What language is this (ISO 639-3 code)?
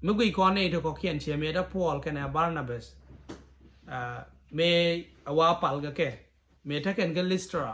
nus